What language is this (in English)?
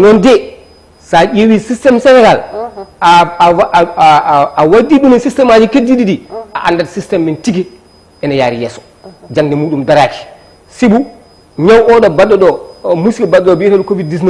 Fula